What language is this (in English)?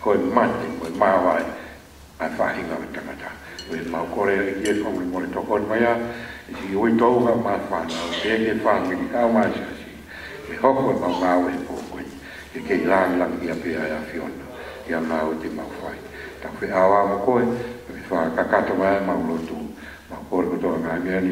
Tongan